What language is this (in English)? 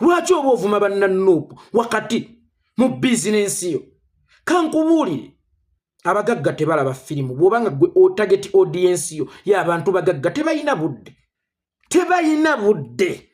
Ganda